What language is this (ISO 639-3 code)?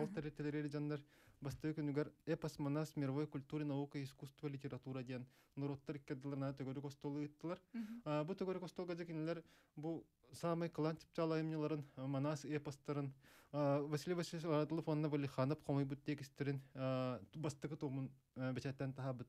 sah